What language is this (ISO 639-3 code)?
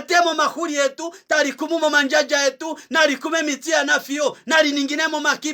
kua